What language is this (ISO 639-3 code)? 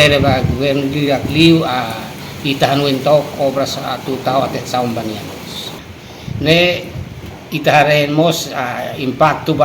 tet